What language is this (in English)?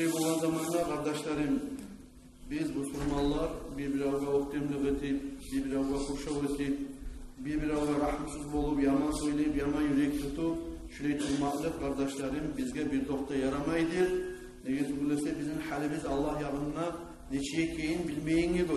Kumyk